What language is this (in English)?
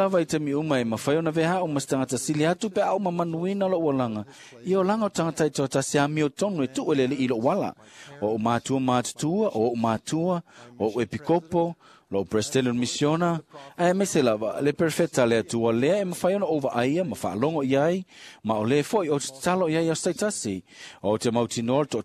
Samoan